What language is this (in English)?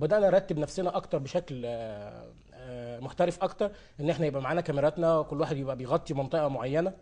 Egyptian Arabic